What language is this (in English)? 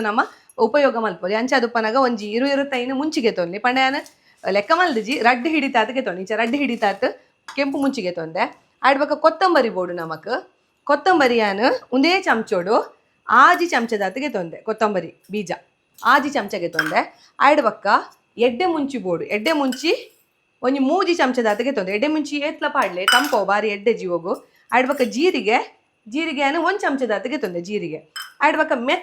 Tulu